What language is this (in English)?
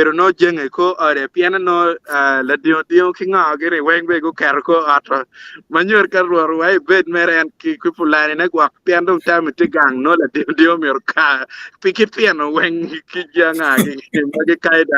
Acoli